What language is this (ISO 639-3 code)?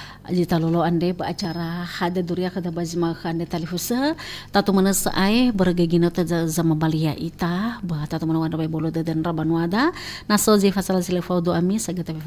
nia